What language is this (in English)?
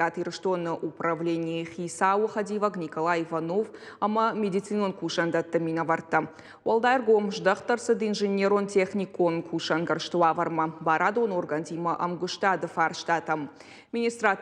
Ossetic